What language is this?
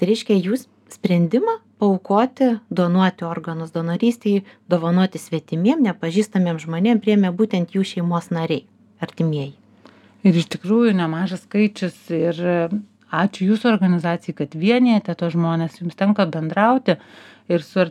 Lithuanian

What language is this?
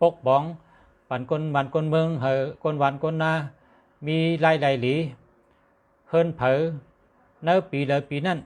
Shan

